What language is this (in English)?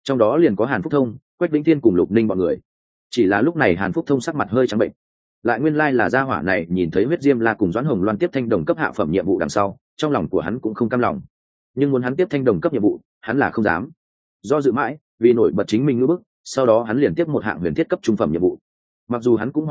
Vietnamese